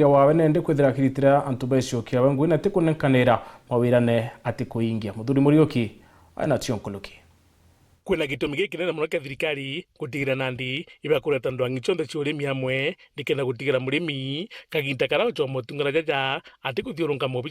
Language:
Meru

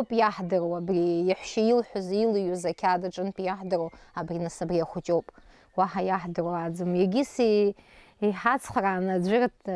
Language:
Abkhazian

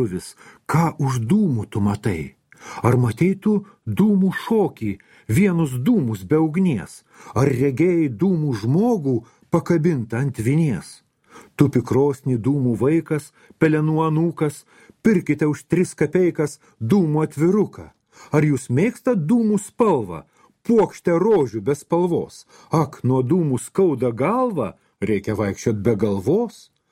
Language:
Lithuanian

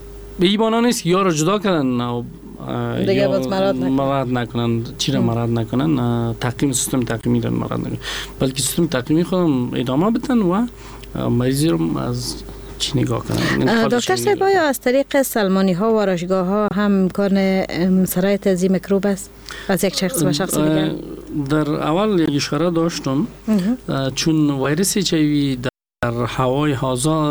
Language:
Persian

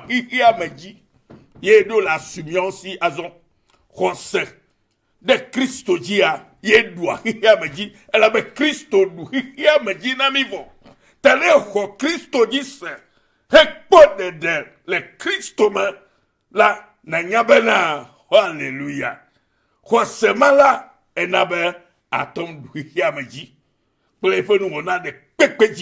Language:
Ewe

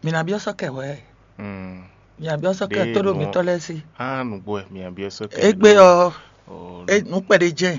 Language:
Fon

